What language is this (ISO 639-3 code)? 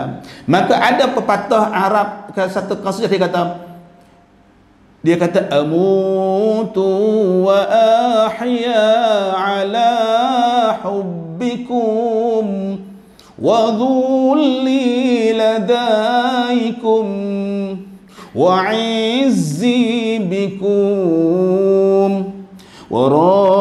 msa